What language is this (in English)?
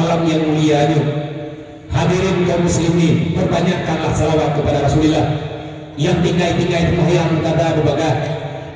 Achinese